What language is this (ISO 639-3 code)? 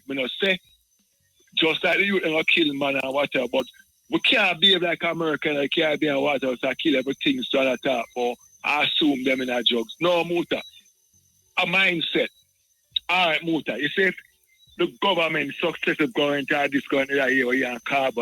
jam